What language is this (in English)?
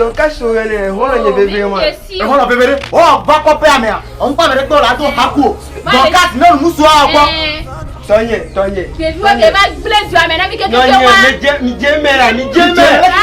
Ewe